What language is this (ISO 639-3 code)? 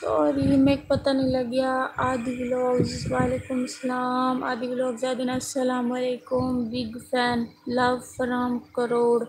skr